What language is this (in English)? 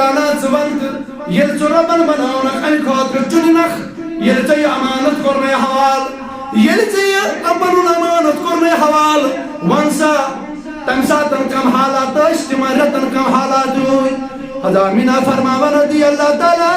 Kashmiri